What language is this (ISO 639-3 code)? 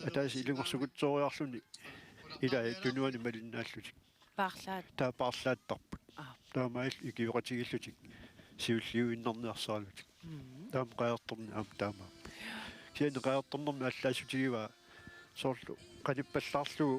kal